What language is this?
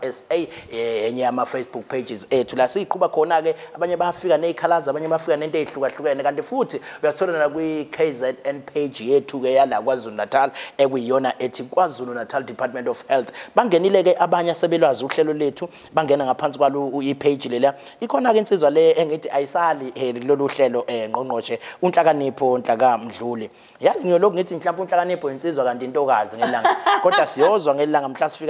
Zulu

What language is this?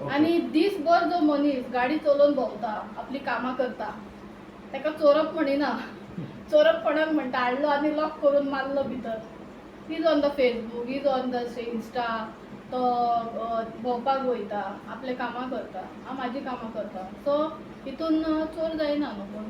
Konkani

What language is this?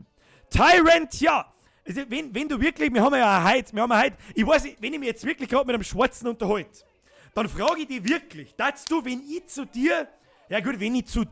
Bavarian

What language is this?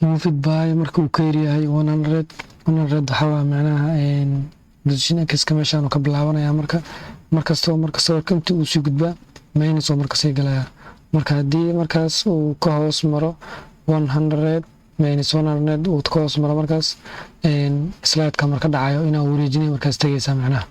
Somali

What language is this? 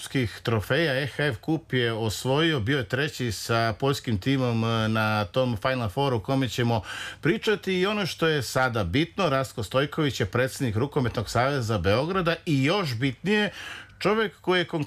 Serbian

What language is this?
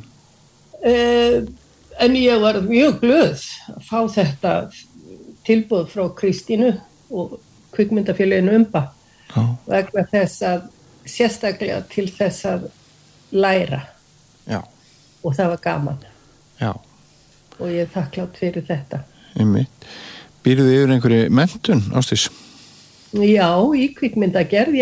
Icelandic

